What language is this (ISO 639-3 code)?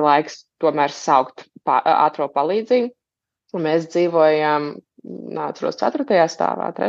lav